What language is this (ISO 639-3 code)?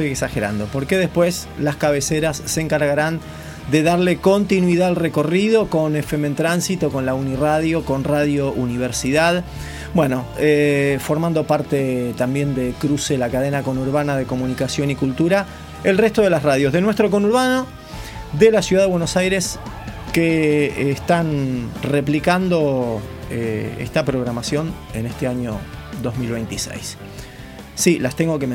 spa